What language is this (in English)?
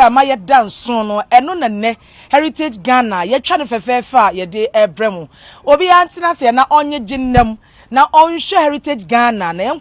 Akan